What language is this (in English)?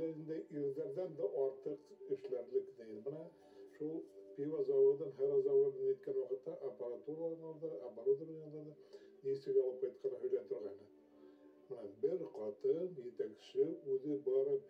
Bashkir